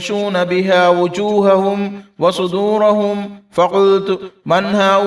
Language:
Divehi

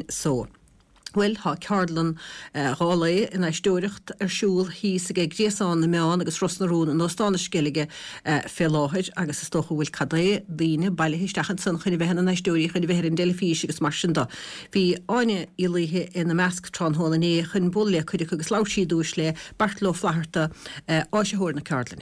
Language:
Irish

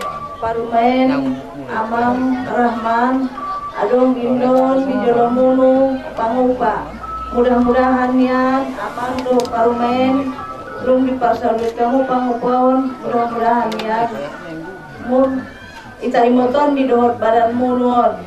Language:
Batak Toba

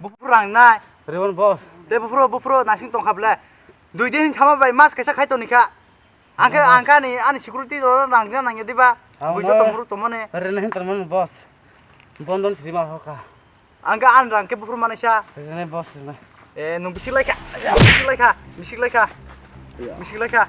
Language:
Kok Borok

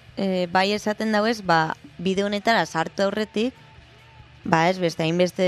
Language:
Basque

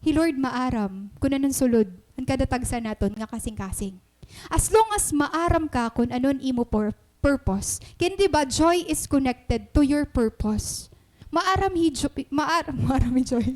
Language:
Waray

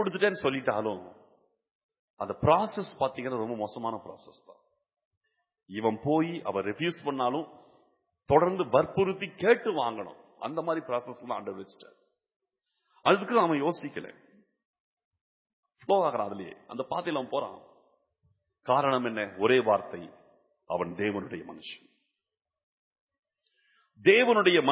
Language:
Tamil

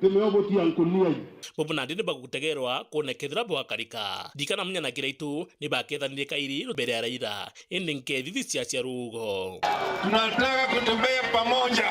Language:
Meru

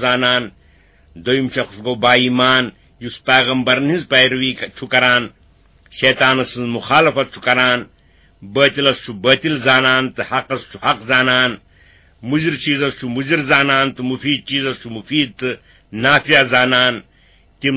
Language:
Kashmiri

